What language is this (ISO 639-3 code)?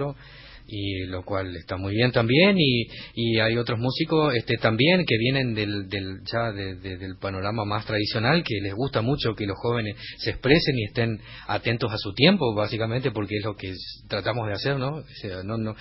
spa